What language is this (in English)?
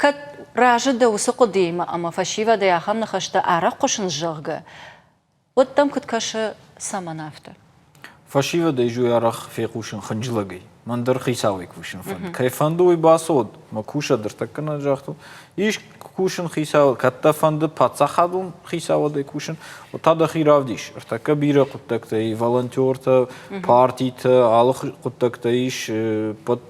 Ossetic